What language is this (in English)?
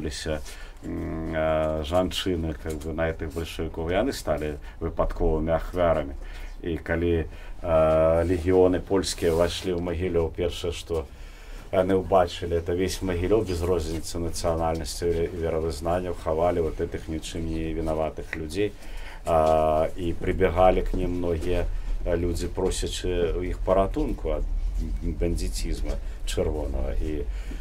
Belarusian